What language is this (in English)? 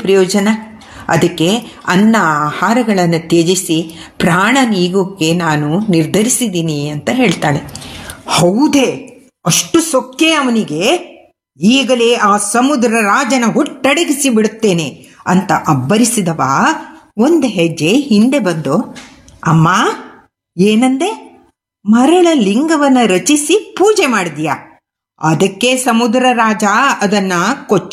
Kannada